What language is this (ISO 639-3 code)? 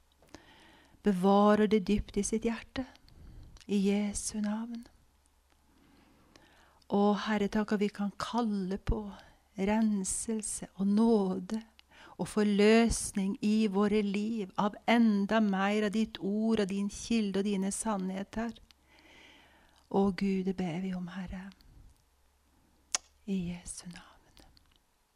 nor